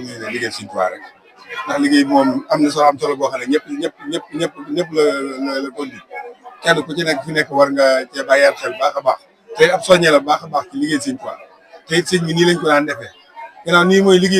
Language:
Wolof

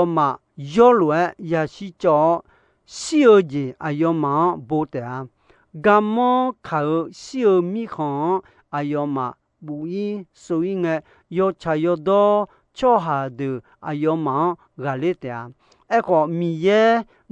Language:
Akha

